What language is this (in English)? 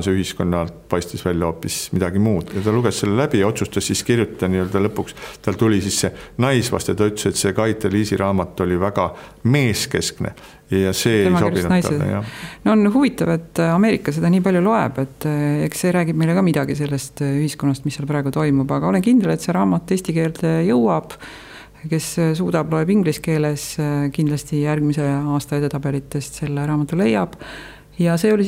Estonian